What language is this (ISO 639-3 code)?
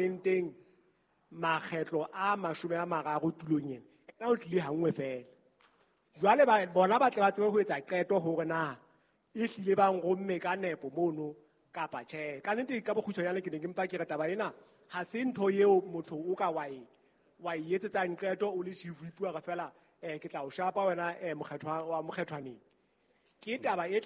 sot